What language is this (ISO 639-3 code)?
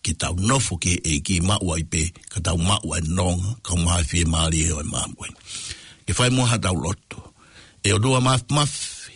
ton